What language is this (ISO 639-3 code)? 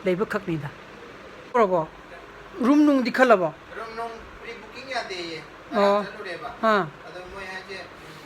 mni